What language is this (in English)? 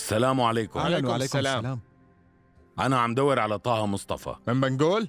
North Levantine Arabic